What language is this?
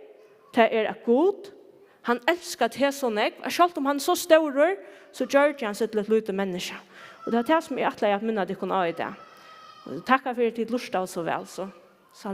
Faroese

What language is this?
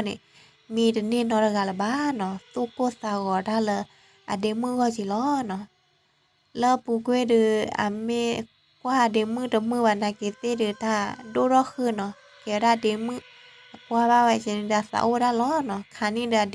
S'gaw Karen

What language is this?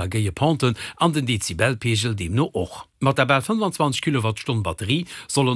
Luxembourgish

